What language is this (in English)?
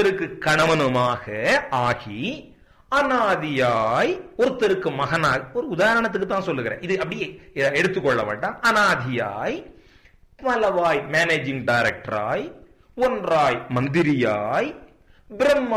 Tamil